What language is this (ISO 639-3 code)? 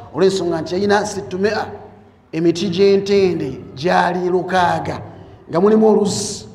lug